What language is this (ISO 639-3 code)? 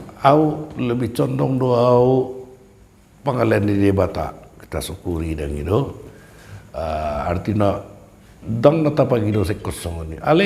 bbc